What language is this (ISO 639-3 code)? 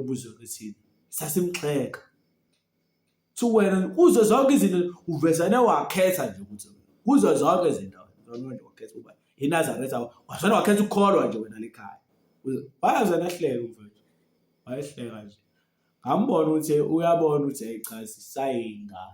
zul